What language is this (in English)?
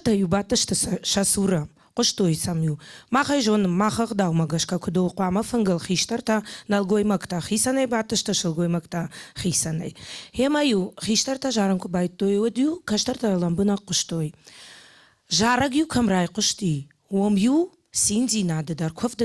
Ossetic